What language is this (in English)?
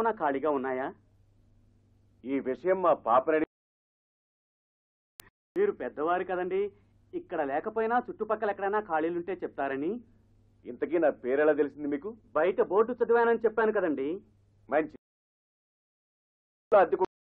Telugu